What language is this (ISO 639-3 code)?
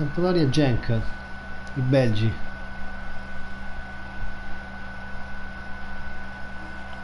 ita